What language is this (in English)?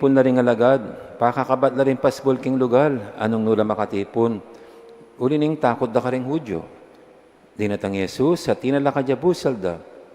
Pampanga